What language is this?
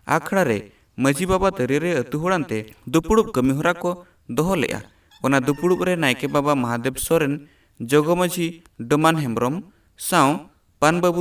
Santali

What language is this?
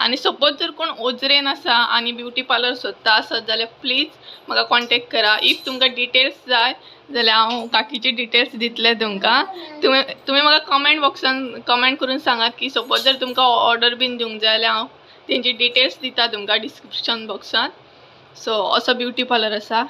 Konkani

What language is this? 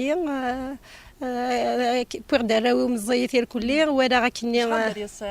Kabyle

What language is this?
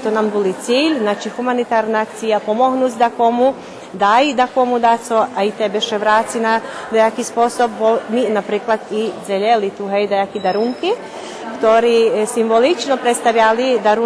Rusyn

